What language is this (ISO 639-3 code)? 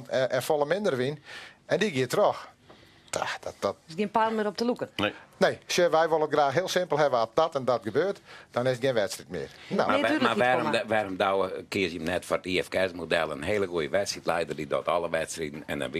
fry